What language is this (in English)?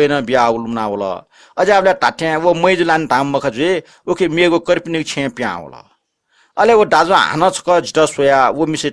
Newari